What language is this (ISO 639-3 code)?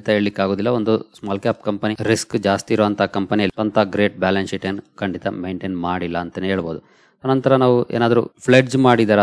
kan